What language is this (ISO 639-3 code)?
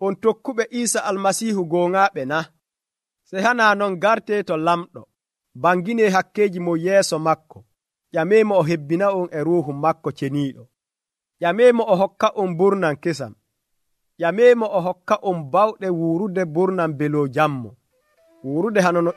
fuv